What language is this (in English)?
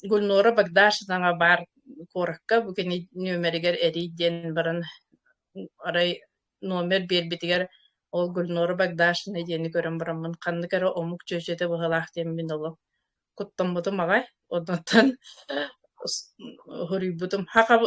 Yakut